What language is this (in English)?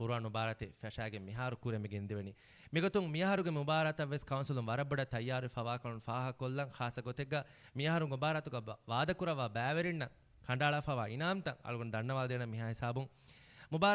Divehi